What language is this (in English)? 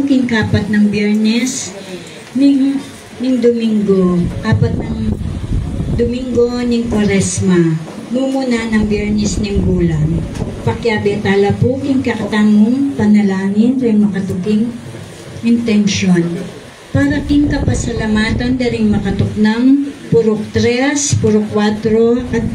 Pampanga